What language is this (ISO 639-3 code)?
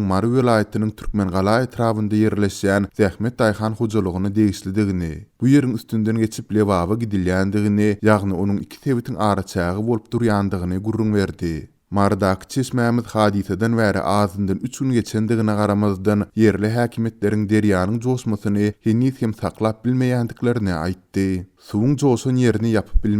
tuk